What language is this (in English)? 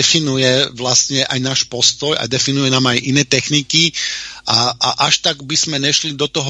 Slovak